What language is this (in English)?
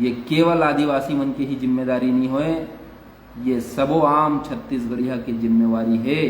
Chhattisgarhi